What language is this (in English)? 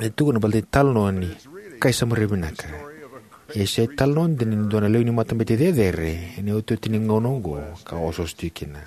Fijian